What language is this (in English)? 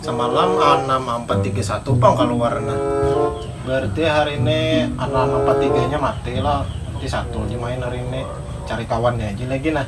Banjar